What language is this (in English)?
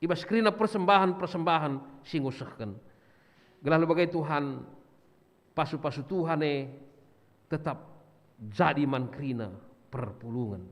Batak Karo